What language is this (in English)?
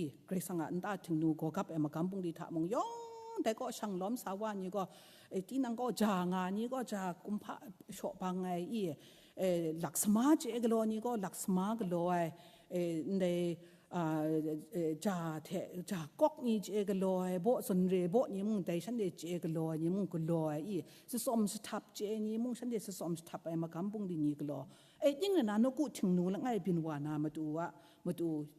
Kachin